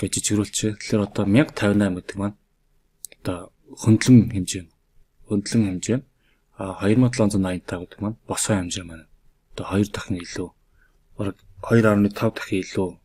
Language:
Mongolian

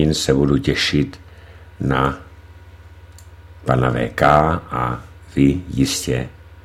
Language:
Czech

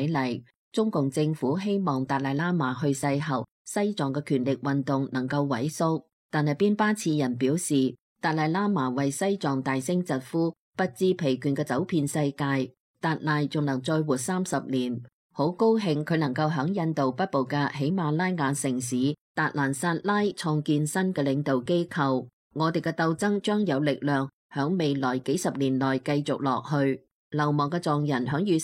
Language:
Cantonese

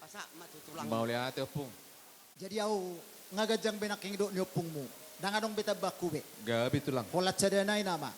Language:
Batak Toba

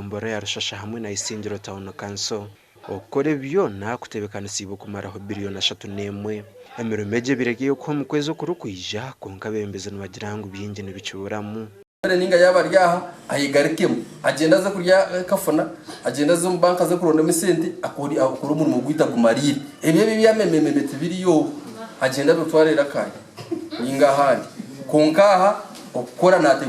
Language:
Nyankole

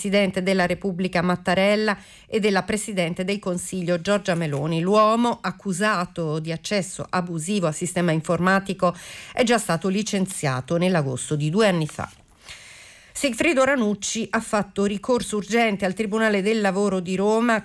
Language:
Italian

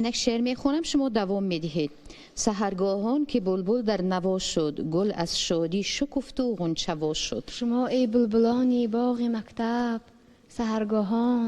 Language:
Tajik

